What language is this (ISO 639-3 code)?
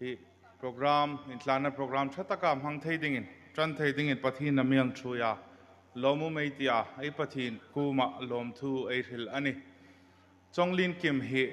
hmr